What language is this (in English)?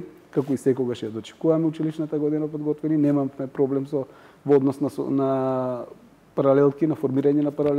Macedonian